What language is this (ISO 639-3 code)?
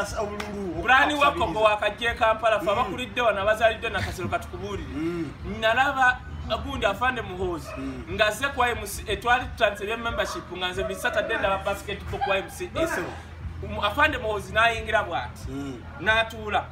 lug